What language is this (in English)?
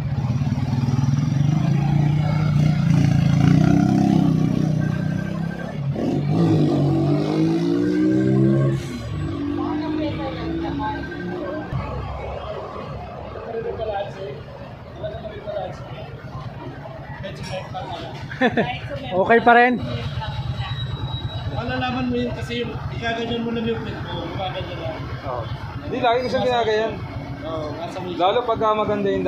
Filipino